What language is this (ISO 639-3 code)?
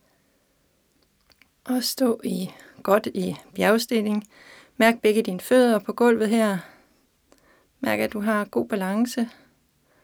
dan